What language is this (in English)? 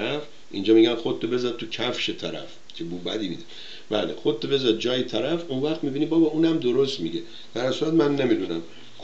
Persian